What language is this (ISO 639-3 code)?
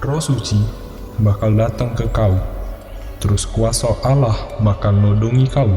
mui